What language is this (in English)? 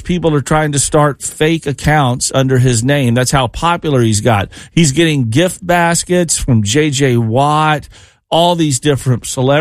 English